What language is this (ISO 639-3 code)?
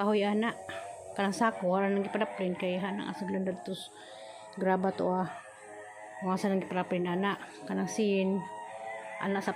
ceb